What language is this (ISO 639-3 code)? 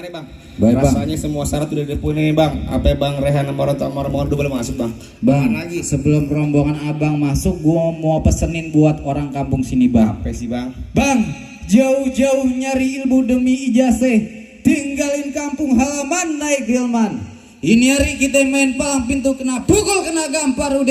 bew